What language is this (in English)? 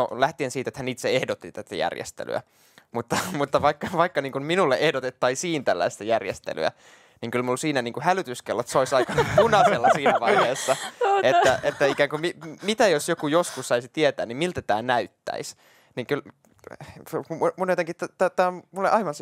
Finnish